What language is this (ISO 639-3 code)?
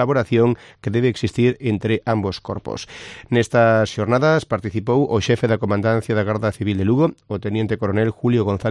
glg